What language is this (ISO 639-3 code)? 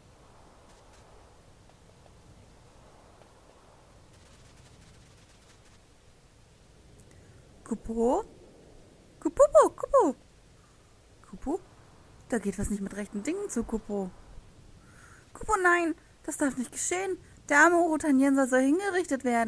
deu